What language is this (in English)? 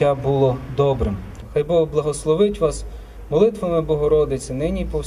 Ukrainian